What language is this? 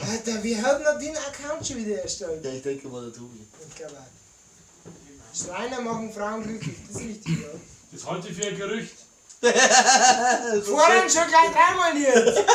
Bavarian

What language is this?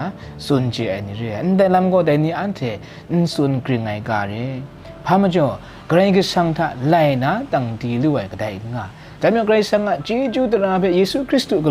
Kachin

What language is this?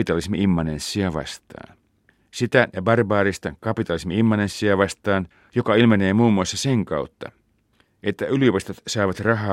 Finnish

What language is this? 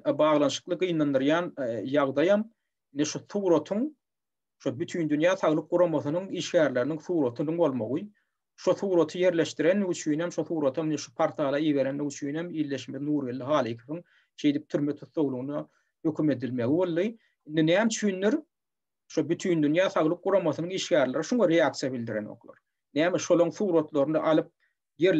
Turkmen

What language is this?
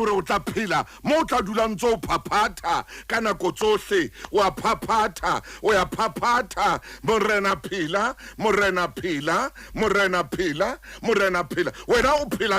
Southern Sotho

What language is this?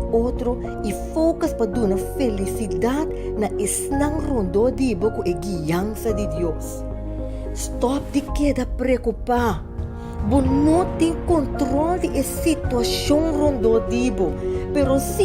Papiamento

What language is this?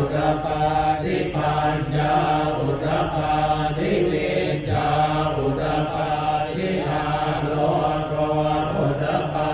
Pali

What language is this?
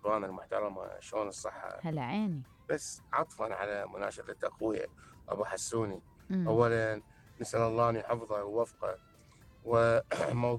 Mesopotamian Arabic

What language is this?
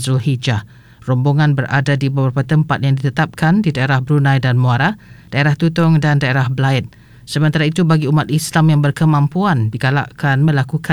Malay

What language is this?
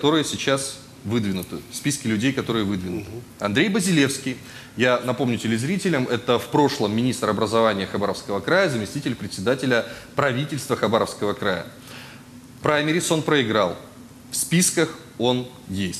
Russian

